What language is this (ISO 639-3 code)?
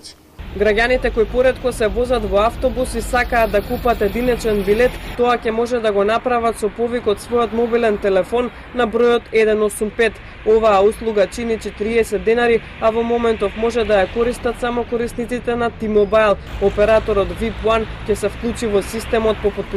mkd